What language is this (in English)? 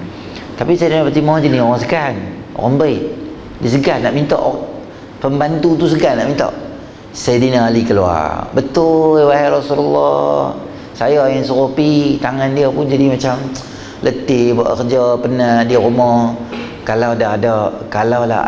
Malay